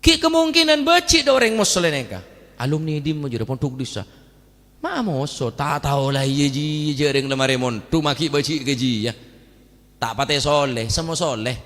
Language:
Madurese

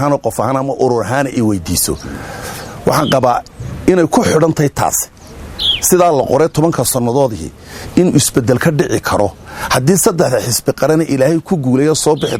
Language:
Somali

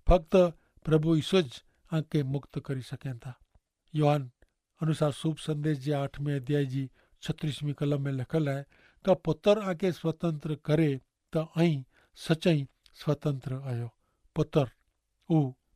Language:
Kachhi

